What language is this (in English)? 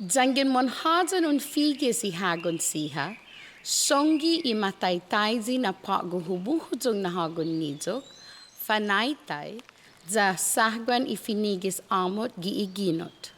Chamorro